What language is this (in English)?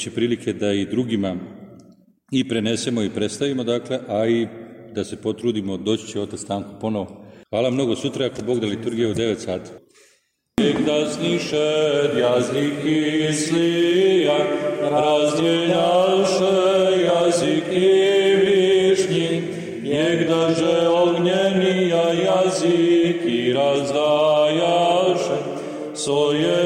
Serbian